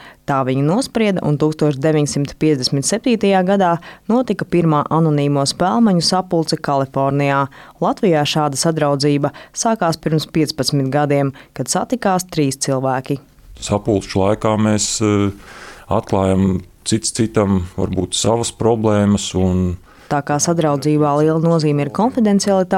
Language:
Latvian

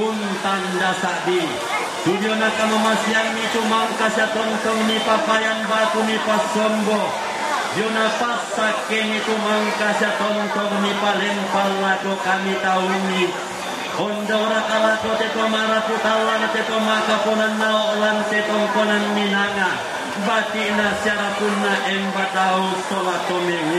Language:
Toraja-Sa'dan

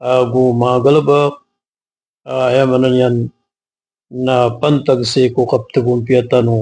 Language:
Maranao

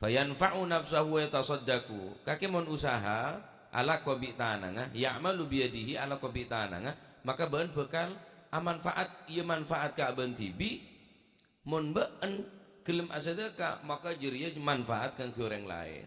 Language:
Madurese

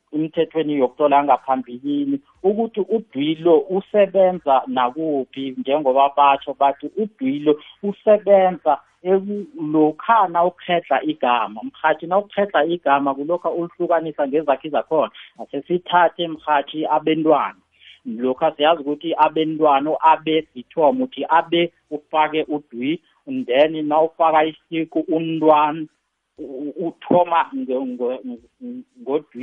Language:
South Ndebele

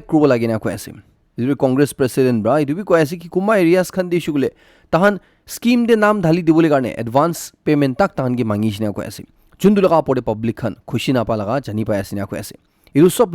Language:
Naga Pidgin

